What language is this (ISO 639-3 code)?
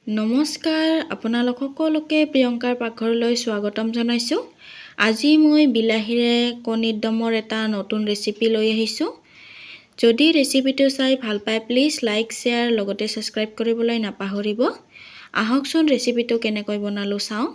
asm